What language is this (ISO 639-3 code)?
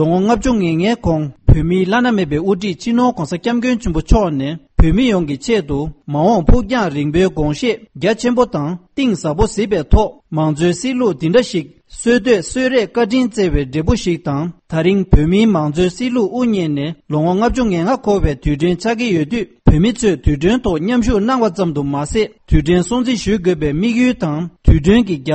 bod